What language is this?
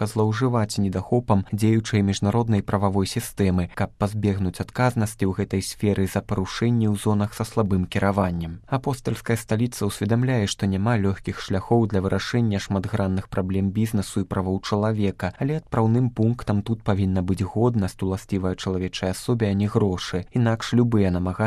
Belarusian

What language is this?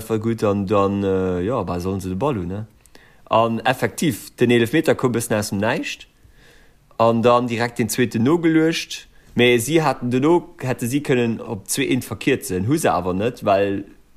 Luxembourgish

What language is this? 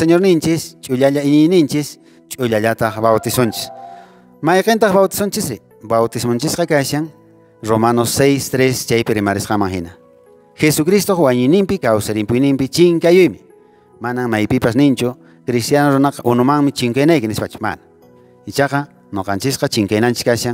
Quechua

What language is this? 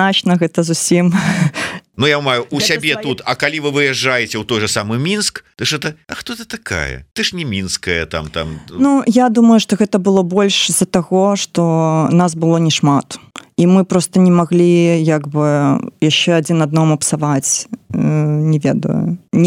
Belarusian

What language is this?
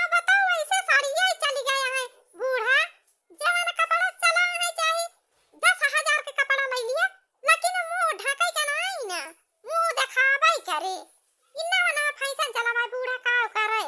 Awadhi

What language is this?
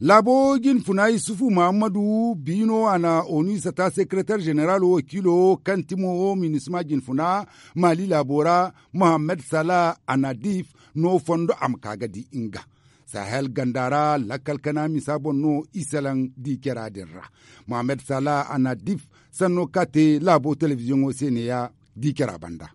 Zarma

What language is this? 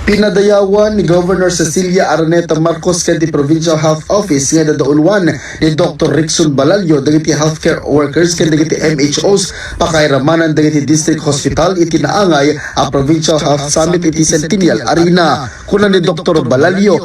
Iloko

